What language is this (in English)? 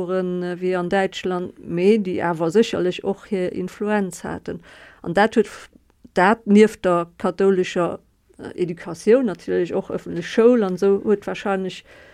Luxembourgish